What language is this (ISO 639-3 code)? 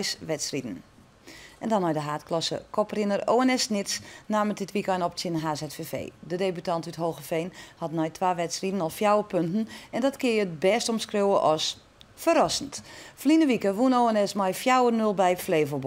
fry